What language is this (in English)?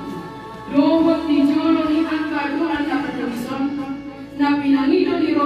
Batak Toba